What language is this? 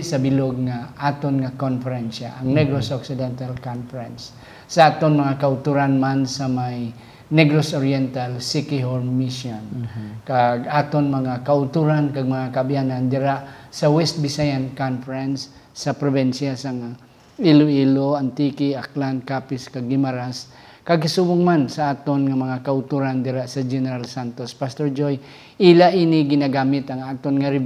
Hiligaynon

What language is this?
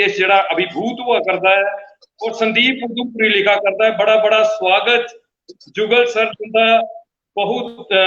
Dogri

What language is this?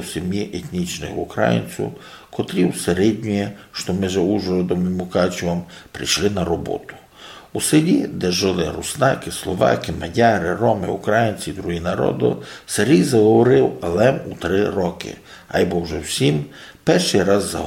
Rusyn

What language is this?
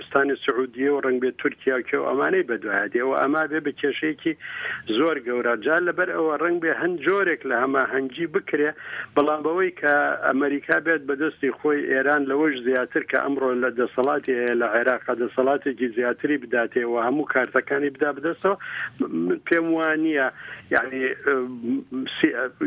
Central Kurdish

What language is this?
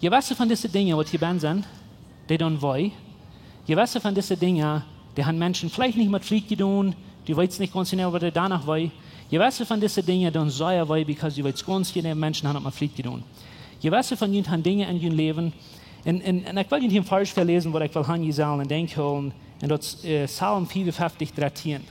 Plautdietsch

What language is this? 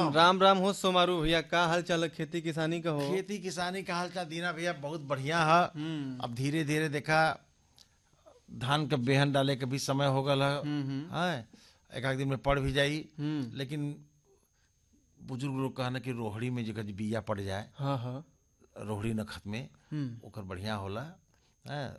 Bhojpuri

